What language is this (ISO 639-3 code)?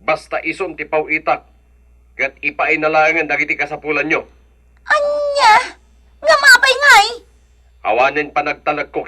ilo